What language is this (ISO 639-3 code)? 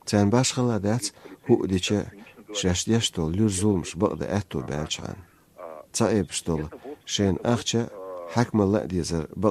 che